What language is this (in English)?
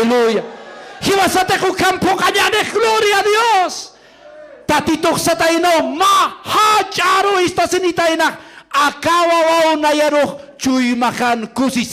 Aymara